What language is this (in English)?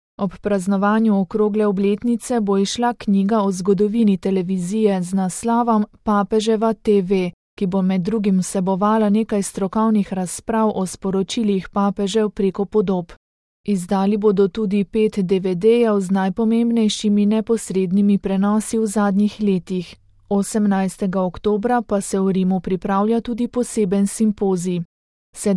Slovenian